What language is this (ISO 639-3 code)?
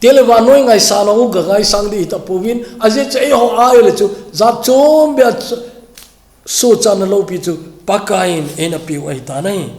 tcz